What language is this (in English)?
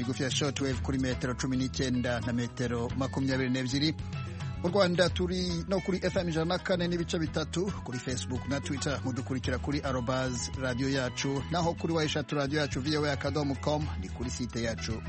Kinyarwanda